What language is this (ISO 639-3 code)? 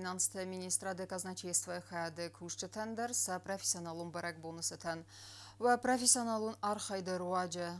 oss